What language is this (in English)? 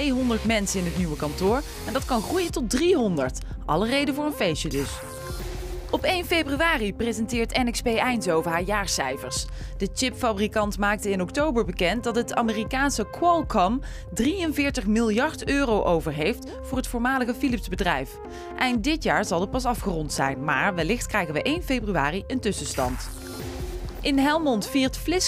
Dutch